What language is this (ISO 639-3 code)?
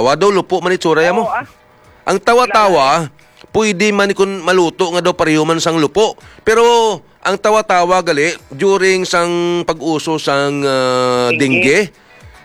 hil